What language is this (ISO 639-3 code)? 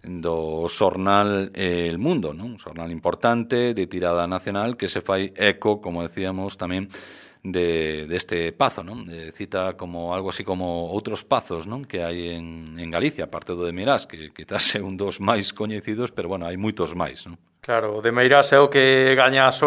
glg